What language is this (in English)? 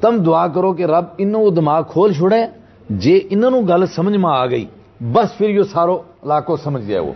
Gujari